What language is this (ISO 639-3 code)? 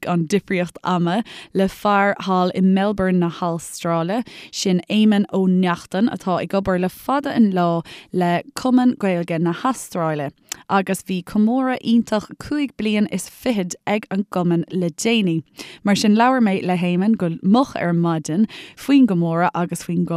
gle